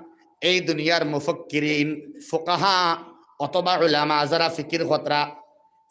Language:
Sylheti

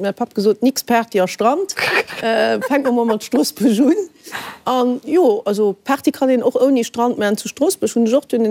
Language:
Luxembourgish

